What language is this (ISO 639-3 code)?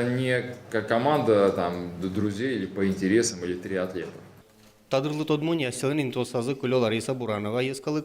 udm